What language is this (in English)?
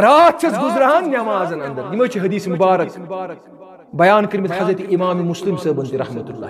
Kashmiri